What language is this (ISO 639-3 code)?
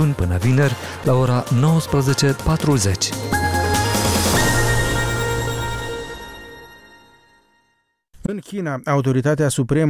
ron